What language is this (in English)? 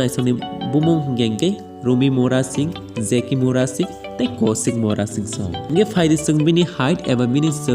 Kok Borok